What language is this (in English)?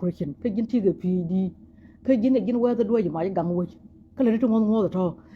Nuer